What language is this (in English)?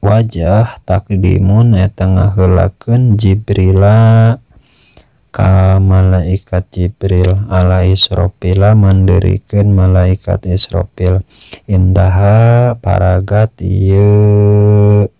Sundanese